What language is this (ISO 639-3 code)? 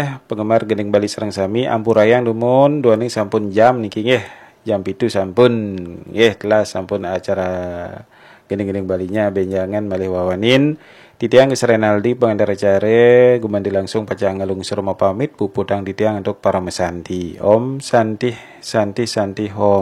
ban